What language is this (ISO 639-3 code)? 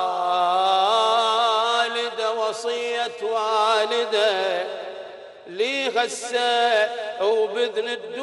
ara